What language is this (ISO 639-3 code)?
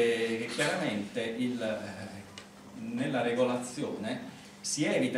ita